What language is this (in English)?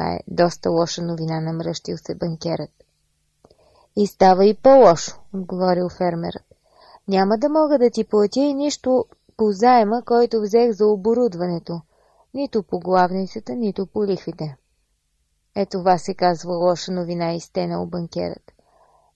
Bulgarian